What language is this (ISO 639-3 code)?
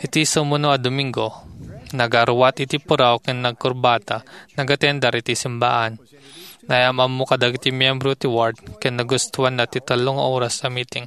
ilo